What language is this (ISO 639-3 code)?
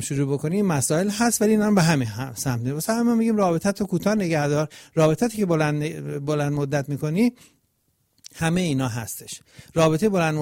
fas